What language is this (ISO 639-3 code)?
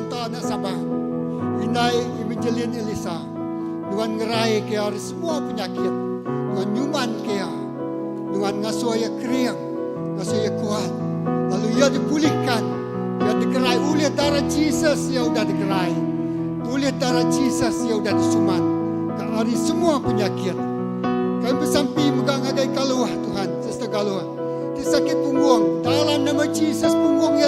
iba